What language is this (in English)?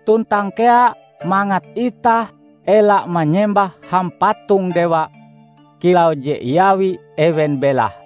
Ngaju